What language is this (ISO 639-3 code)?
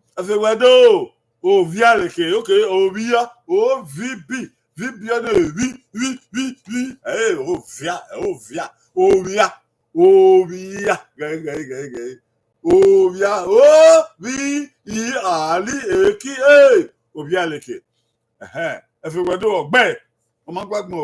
bin